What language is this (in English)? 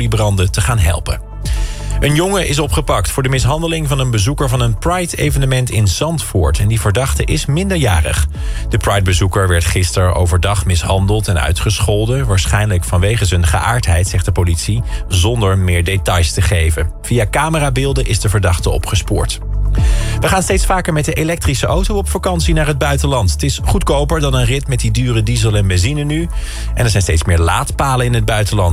Dutch